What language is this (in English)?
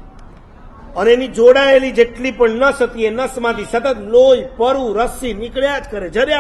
Gujarati